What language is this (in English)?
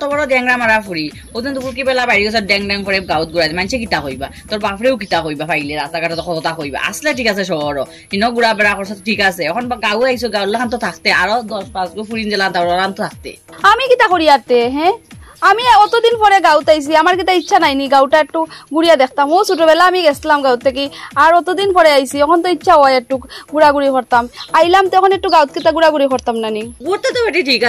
Sylheti